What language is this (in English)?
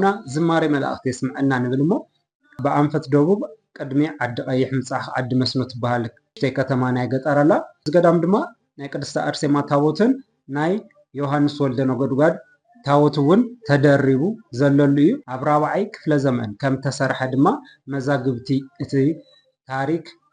Tigrinya